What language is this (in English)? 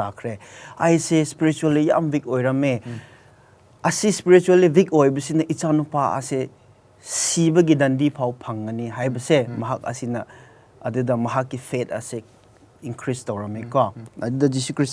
Manipuri